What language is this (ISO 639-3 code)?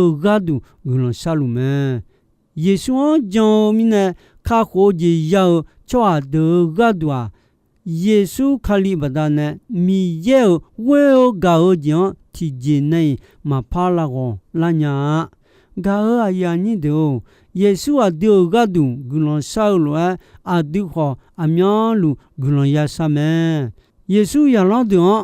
ahk